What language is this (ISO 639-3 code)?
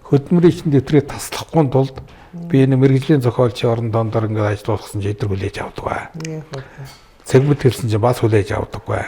mon